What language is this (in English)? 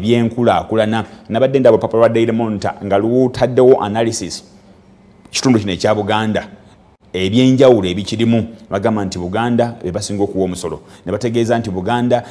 Ganda